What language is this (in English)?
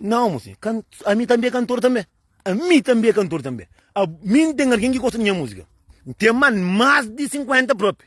Kabuverdianu